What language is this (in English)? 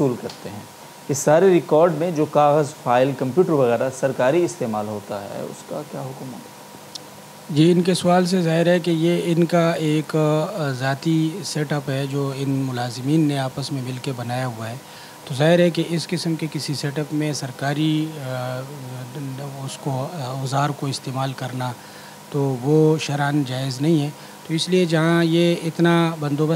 Urdu